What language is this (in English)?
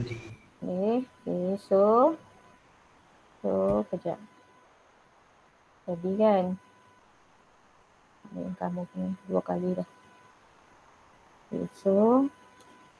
Malay